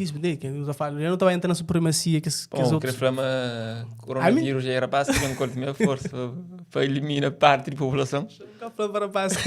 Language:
Kabuverdianu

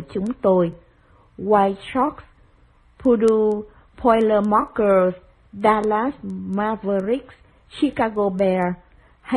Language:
Vietnamese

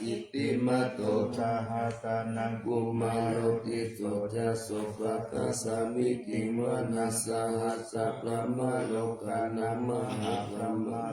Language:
Pali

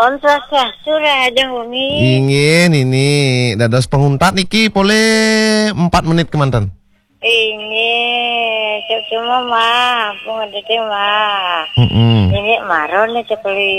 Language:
Balinese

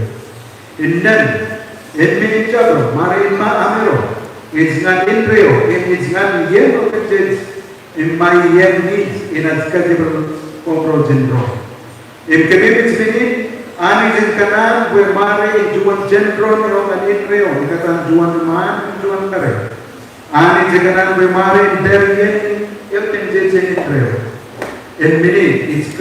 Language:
Marshallese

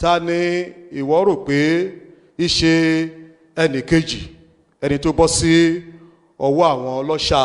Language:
Yoruba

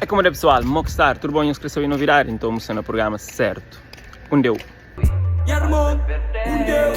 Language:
Kabuverdianu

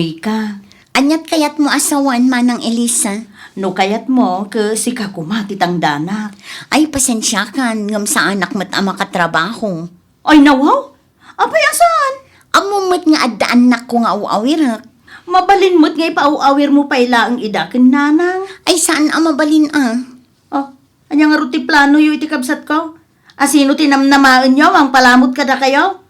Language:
Iloko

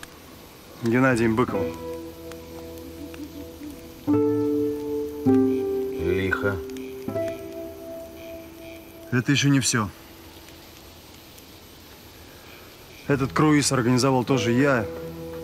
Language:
Russian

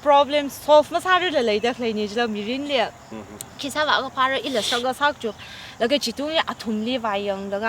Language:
Tangkhul Naga (India)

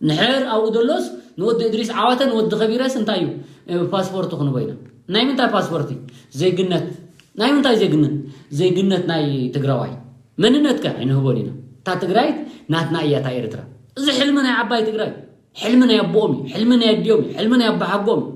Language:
Tigrinya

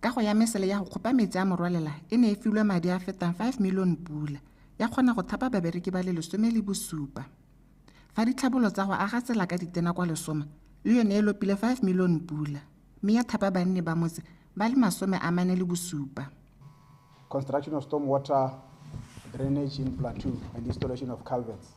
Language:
Tswana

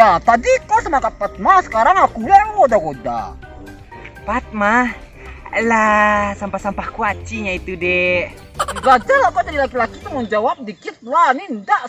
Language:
Minangkabau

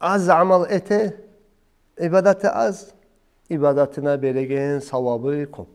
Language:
Kumyk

